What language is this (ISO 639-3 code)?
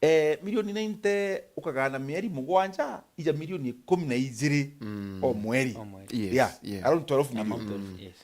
mer